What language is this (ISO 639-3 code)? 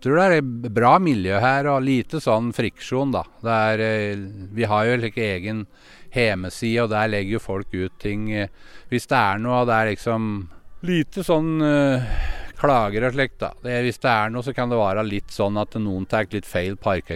nor